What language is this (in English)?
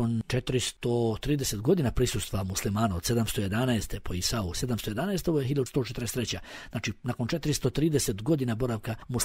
Bosnian